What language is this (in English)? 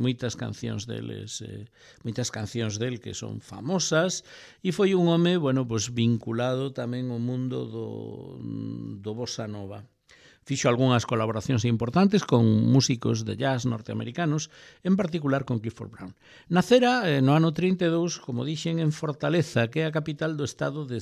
Galician